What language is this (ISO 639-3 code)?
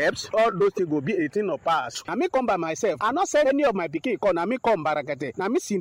pcm